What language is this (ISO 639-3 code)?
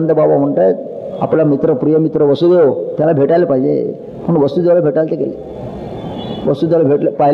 mar